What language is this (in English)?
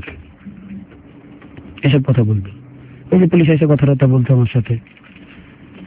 Bangla